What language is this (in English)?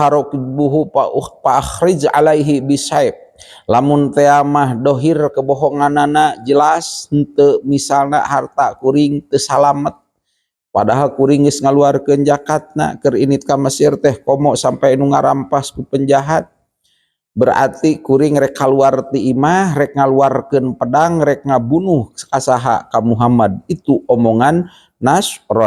Sundanese